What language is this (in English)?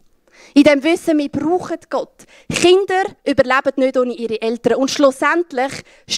Swiss German